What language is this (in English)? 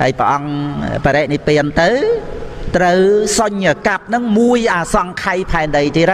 Khmer